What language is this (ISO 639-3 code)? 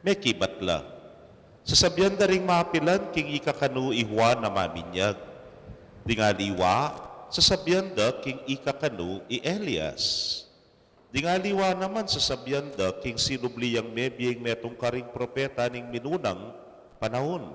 pam